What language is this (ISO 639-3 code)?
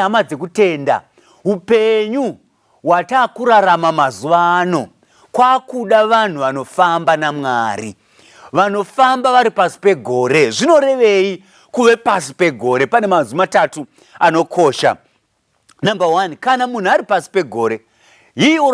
sna